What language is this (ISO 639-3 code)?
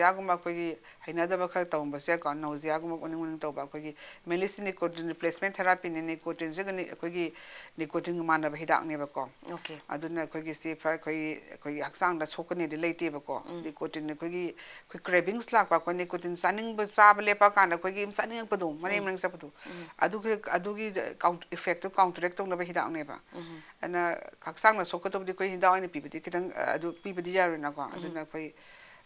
mni